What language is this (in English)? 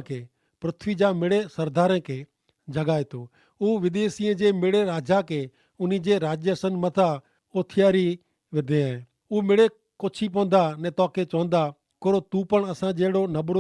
Kachhi